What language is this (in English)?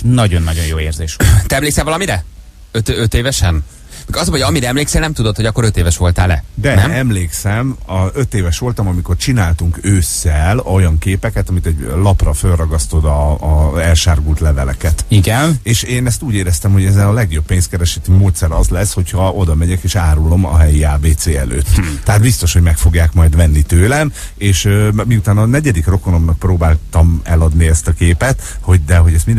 Hungarian